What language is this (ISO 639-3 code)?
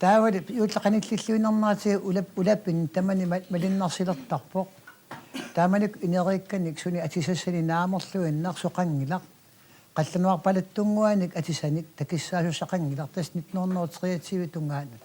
kal